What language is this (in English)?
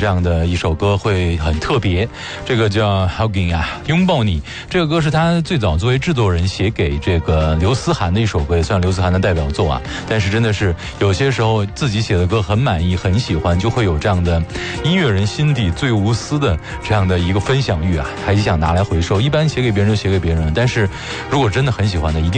Chinese